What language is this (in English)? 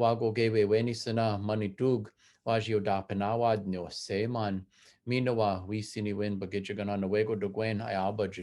Chippewa